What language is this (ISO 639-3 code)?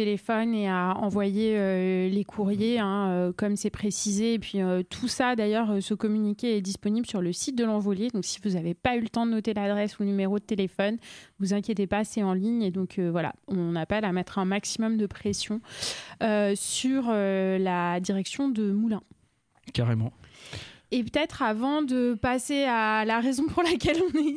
fra